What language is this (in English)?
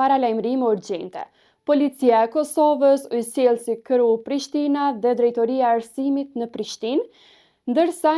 Albanian